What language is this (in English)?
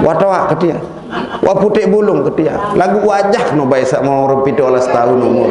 Sasak